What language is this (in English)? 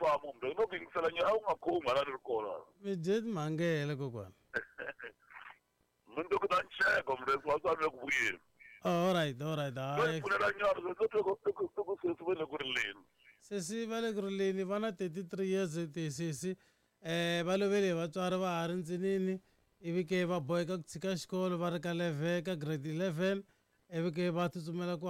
Tsonga